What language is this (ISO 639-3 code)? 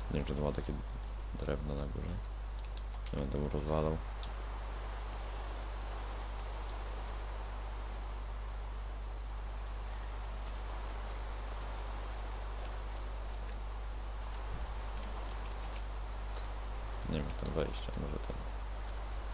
pol